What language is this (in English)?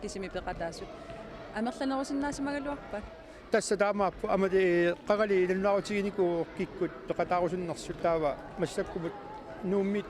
Kalaallisut